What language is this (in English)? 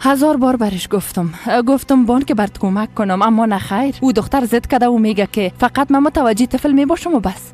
Persian